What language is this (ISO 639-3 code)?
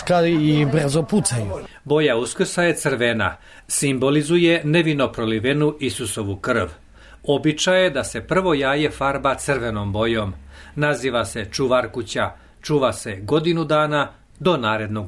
srp